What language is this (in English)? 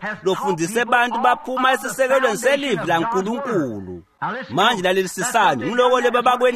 Swati